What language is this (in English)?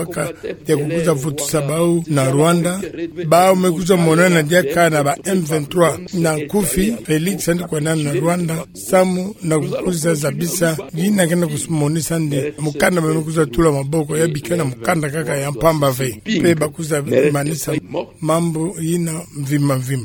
Kituba (Democratic Republic of Congo)